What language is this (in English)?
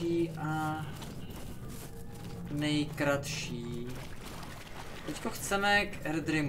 Czech